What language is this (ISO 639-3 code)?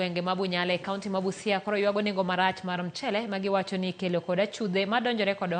luo